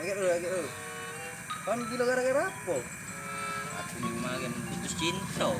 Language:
Musi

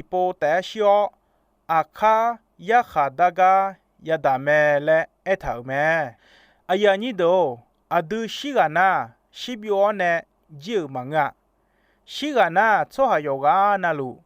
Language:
Akha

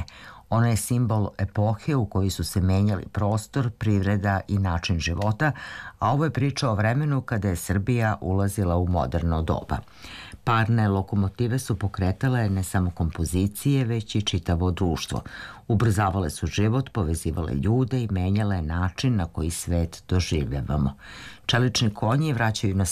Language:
Serbian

